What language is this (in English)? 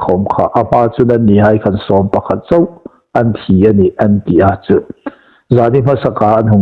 Hmar